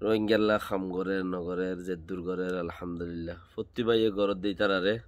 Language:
Rohingya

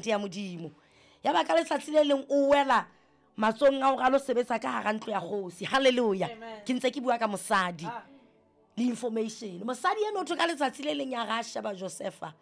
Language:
Southern Sotho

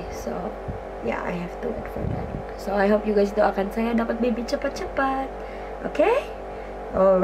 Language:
Malay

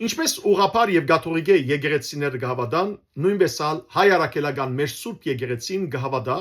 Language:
Western Armenian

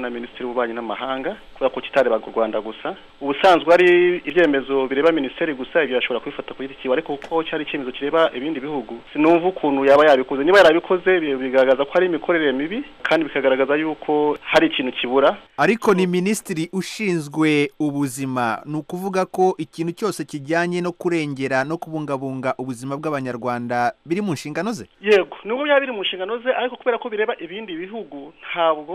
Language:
Kinyarwanda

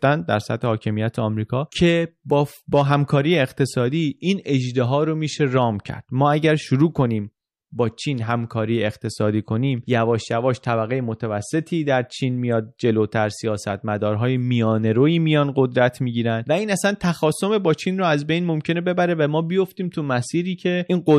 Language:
Persian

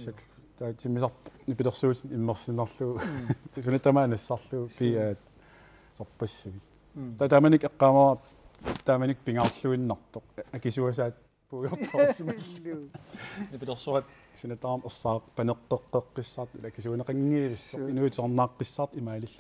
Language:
Kalaallisut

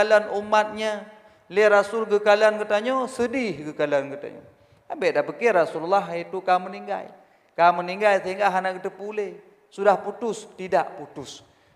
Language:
Achinese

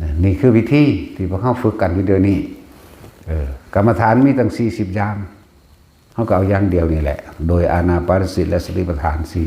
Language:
Lao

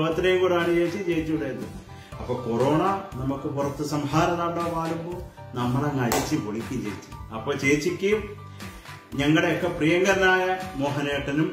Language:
Malayalam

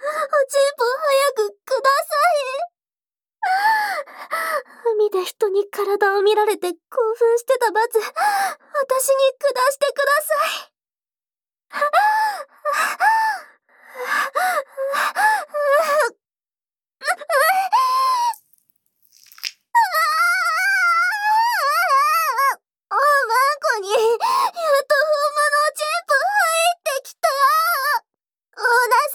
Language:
Japanese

